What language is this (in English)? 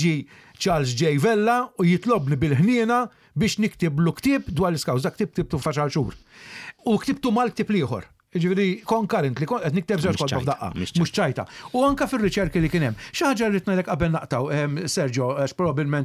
Maltese